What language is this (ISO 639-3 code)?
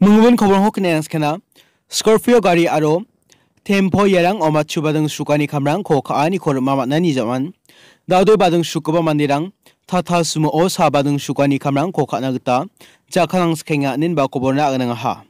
grt